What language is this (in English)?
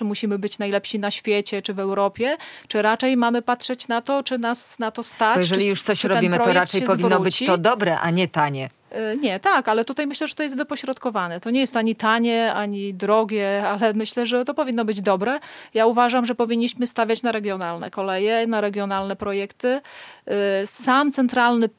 Polish